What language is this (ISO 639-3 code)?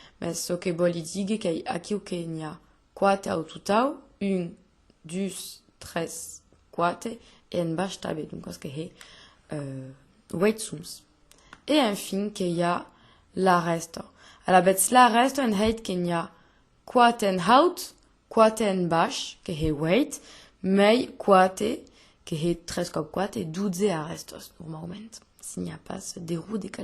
oci